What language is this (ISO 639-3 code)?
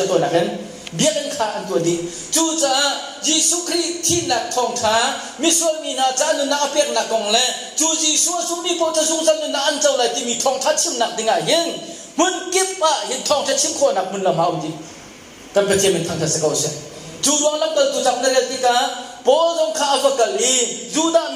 cnh